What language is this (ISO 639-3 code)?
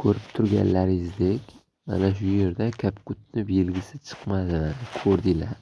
uzb